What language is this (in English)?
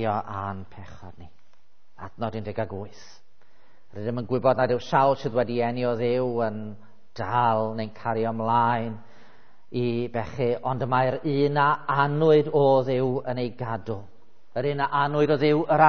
Welsh